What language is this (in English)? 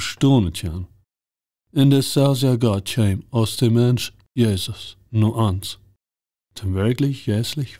Plautdietsch